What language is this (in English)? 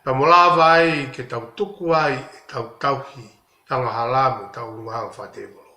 Tongan